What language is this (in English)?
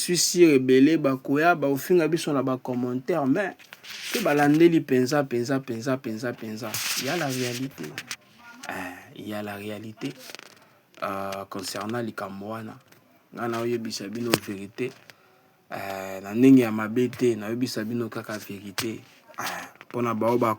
Lingala